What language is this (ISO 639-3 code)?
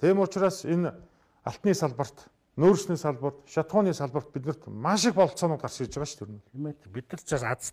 mon